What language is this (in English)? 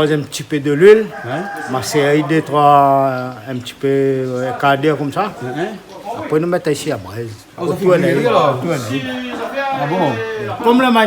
Réunion Creole French